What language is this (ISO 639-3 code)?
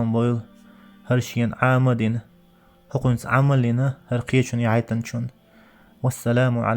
che